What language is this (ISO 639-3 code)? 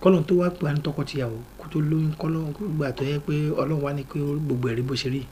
yor